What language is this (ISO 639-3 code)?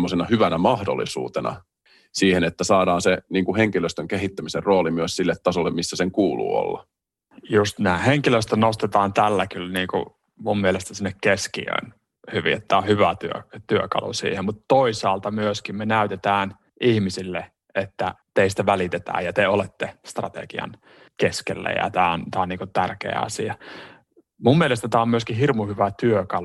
fin